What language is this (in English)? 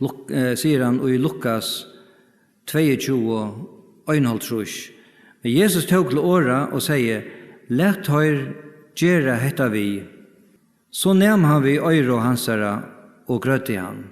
Faroese